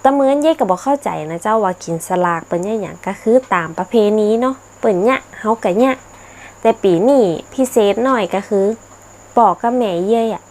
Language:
Northern Thai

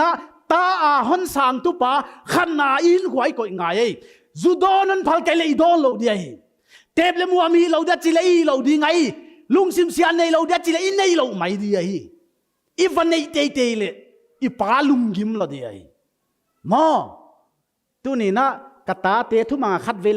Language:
Paite Chin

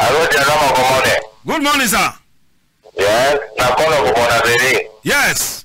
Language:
Cameroon Pidgin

